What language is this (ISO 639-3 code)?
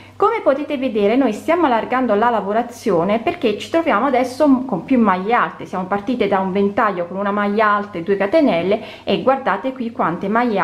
ita